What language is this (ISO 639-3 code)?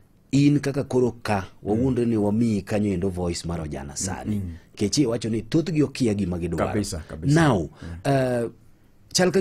luo